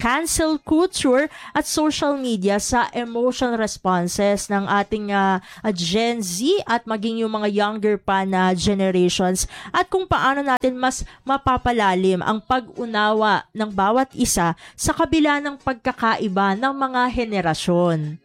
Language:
Filipino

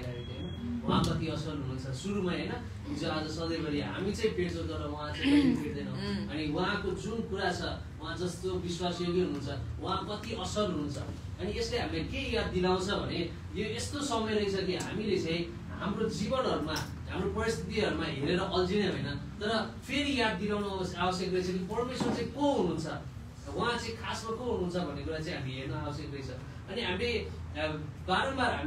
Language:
Nepali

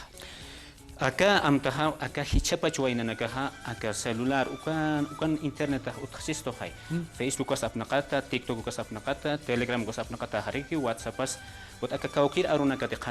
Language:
Aymara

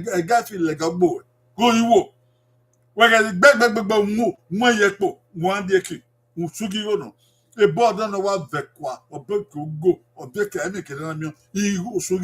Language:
Bini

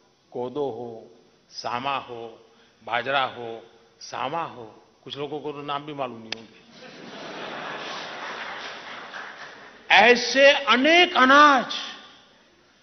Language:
Hindi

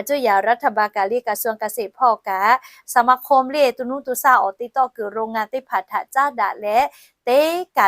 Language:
Lahu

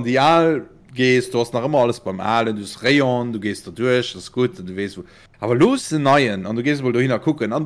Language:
Luxembourgish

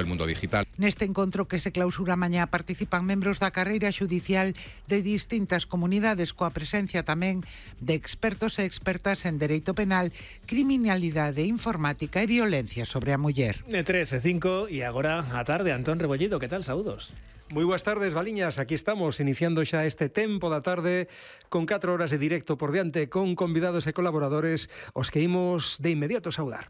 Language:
Galician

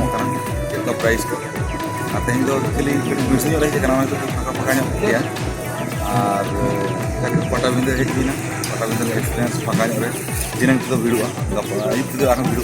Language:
Santali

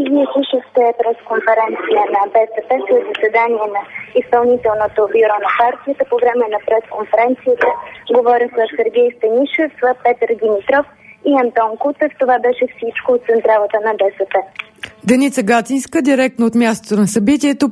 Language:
Bulgarian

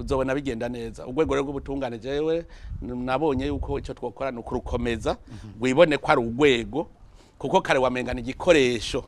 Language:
Rundi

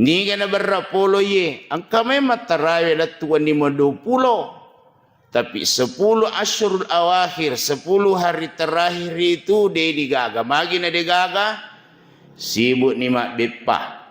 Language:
Buginese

